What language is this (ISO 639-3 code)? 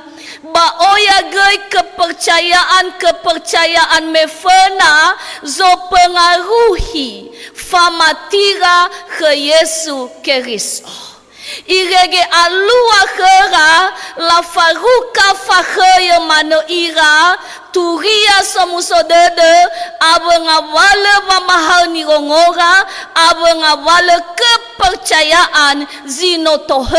nia